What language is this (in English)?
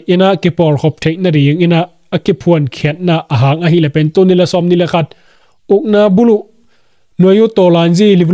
Tedim Chin